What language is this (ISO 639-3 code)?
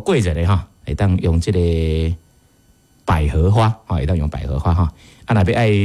nan